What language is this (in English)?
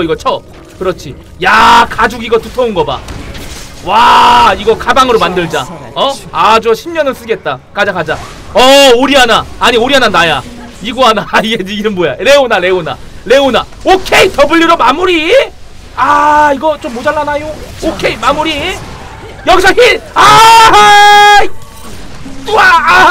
Korean